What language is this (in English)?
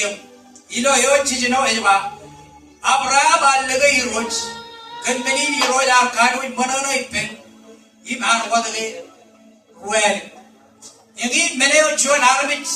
Marshallese